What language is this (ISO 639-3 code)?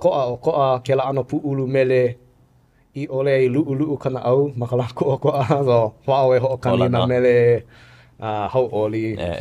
haw